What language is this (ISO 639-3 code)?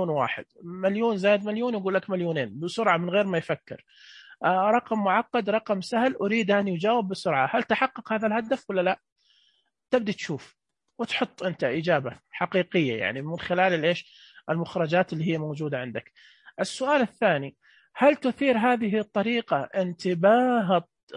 ars